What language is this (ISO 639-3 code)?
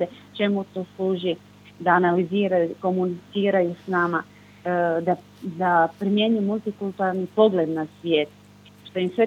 hrv